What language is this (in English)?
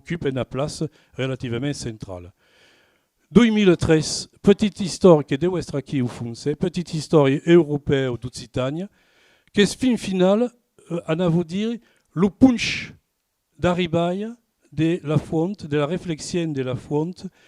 Occitan